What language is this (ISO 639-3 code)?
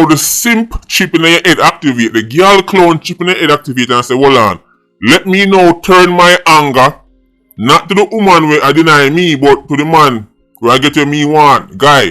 jam